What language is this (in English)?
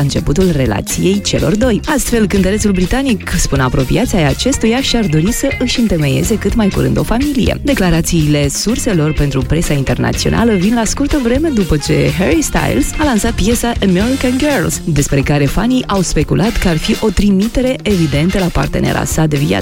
Romanian